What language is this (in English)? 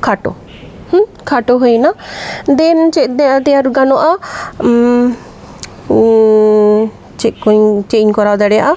Santali